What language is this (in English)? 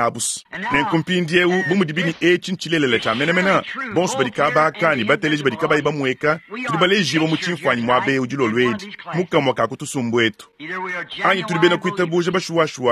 Luba-Lulua